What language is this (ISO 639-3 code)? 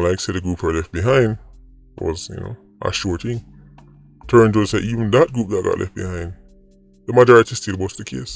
jam